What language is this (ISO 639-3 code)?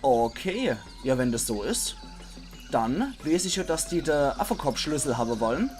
pfl